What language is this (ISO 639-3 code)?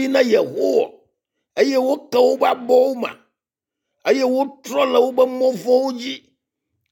ewe